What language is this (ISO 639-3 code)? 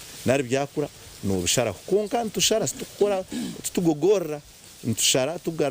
nyn